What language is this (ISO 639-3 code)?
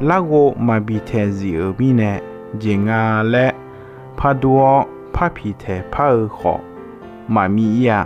ahk